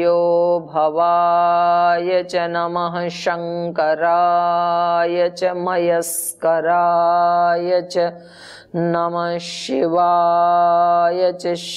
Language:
Sanskrit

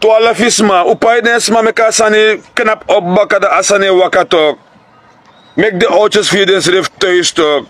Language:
Sranan Tongo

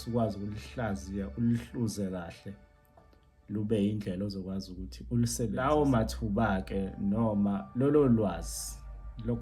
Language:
Zulu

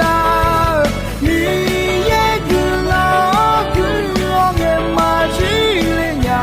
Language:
Akha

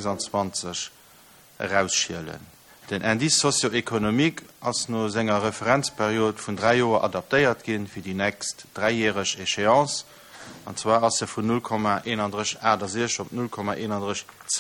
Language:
Luxembourgish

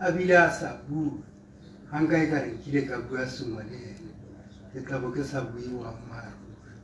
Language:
Tswana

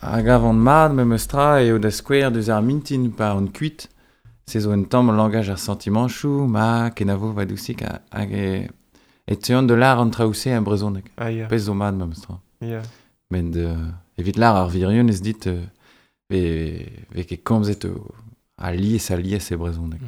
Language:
Breton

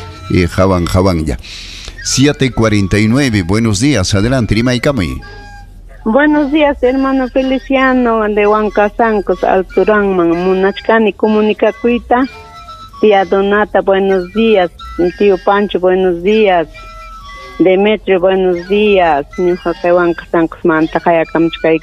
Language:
Ayacucho Quechua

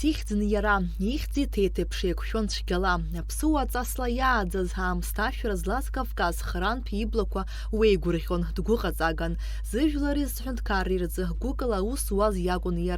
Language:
Abkhazian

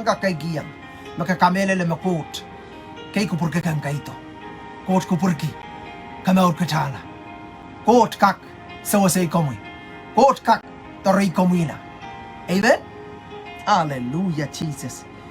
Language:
Pohnpeian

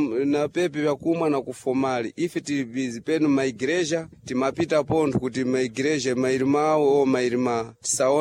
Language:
Sena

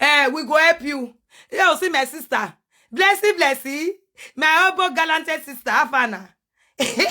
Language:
Nigerian Pidgin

